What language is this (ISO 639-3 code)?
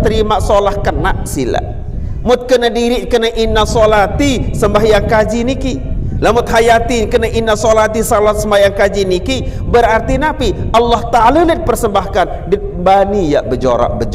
sas